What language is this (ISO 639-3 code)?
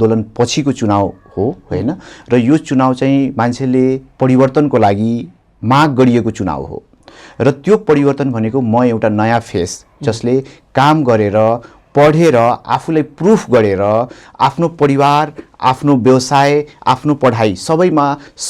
nep